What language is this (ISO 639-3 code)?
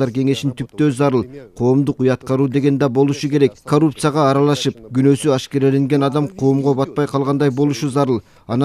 kir